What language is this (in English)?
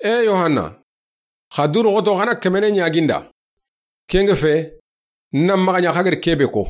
Soninke